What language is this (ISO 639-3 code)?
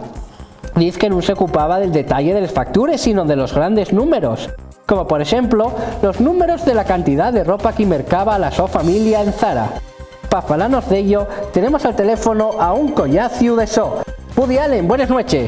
ast